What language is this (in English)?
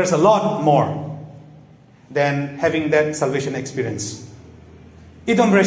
Tangkhul Naga (India)